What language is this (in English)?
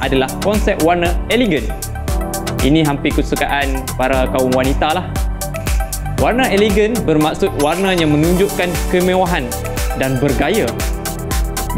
Malay